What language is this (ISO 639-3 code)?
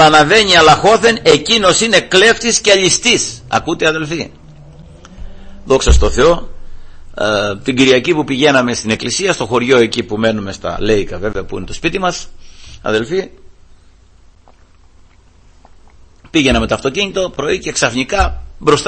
ell